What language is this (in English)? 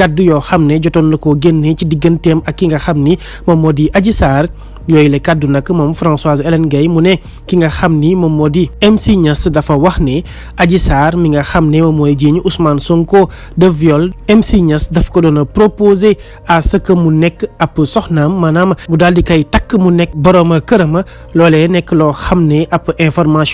Wolof